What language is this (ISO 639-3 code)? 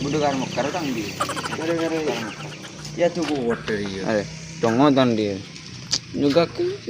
mad